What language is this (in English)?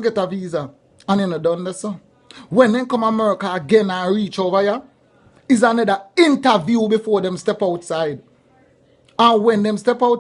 Jamaican Creole English